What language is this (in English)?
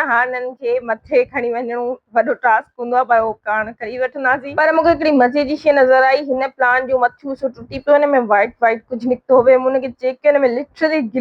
Sindhi